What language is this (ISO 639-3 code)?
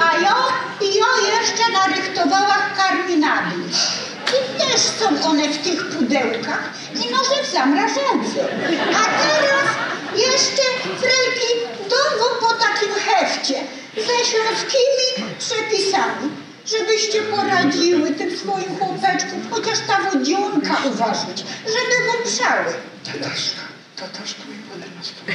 szl